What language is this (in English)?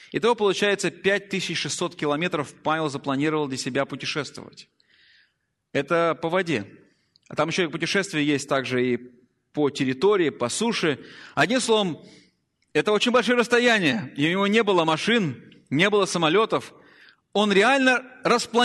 Russian